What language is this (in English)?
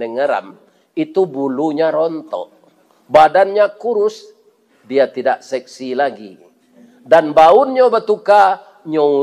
Minangkabau